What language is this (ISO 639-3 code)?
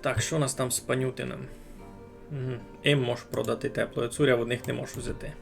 rue